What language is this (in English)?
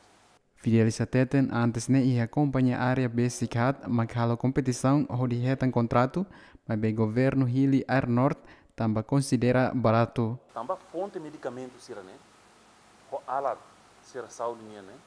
Tetum